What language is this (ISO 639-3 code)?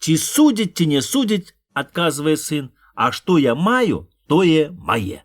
bel